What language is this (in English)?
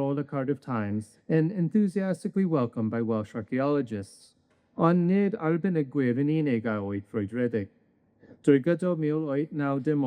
Welsh